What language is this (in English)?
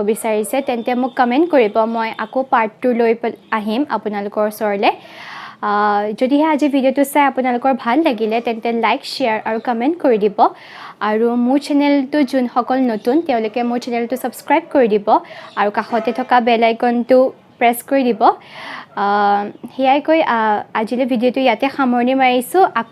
Assamese